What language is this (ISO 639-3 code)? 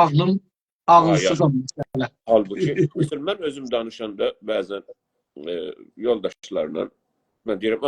azb